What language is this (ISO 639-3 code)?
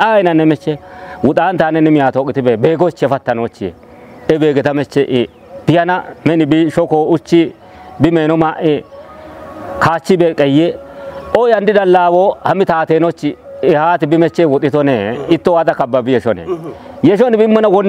kbr